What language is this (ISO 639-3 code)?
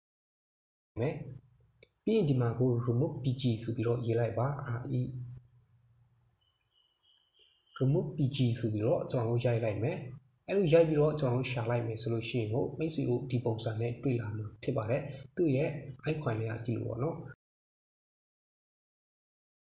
mya